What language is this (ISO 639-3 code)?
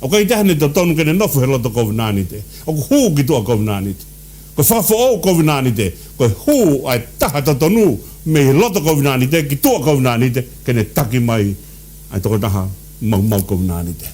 ton